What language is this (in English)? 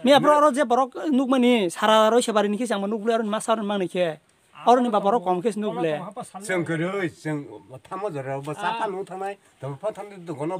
Riang (India)